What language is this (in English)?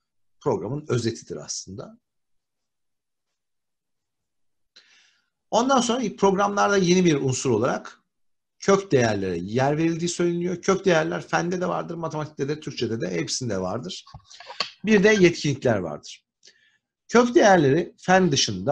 Turkish